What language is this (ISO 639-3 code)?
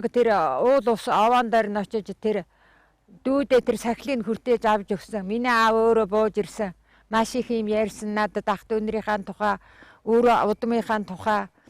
mon